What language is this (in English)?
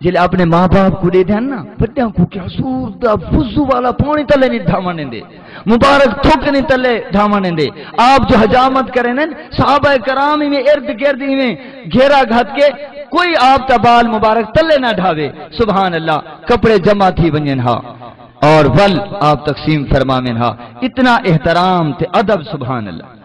Saraiki